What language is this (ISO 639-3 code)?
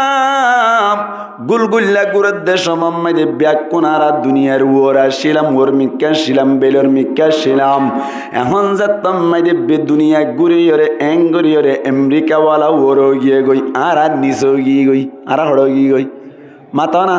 rhg